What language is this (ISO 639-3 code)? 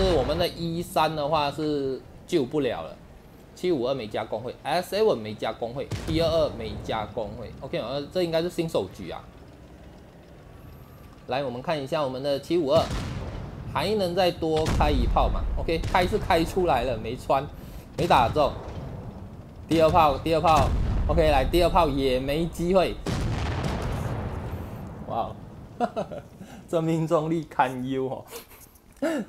zho